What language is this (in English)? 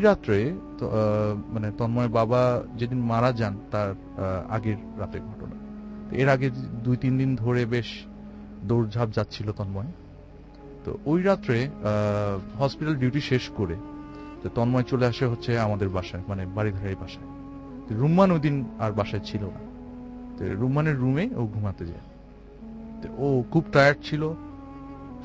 Bangla